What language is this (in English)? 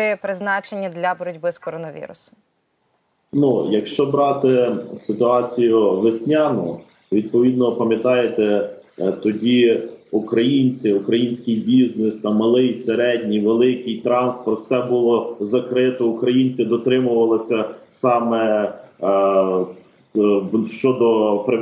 Ukrainian